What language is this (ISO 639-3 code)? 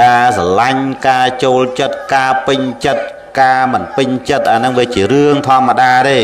khm